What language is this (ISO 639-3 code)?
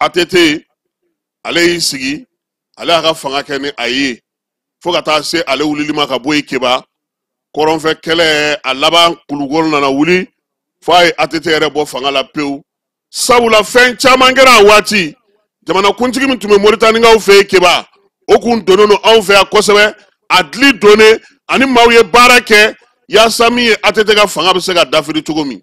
bam